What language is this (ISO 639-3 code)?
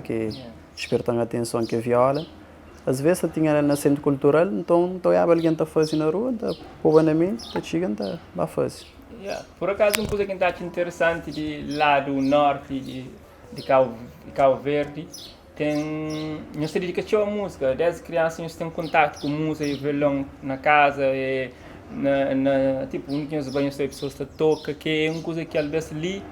kea